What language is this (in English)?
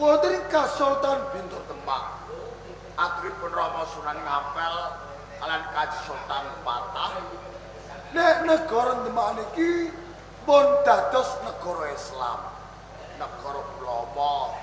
Javanese